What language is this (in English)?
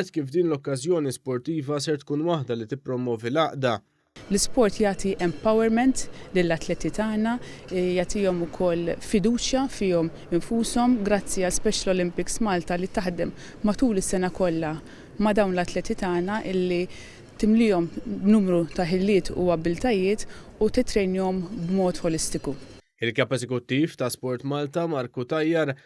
Maltese